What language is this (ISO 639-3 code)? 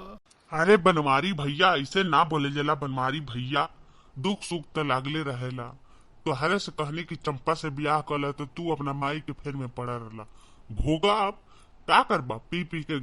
bho